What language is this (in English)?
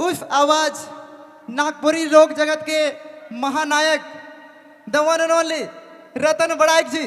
Sadri